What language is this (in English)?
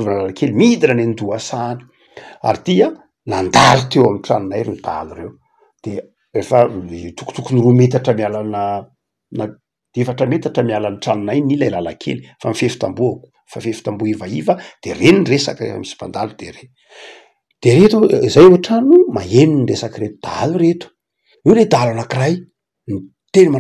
Malagasy